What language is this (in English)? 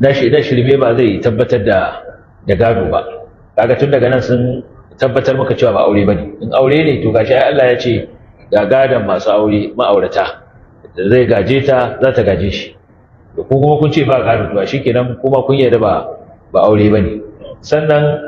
Hausa